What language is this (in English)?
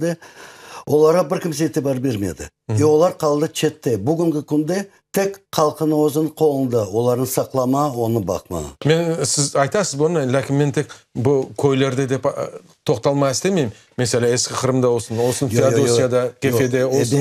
Crimean Tatar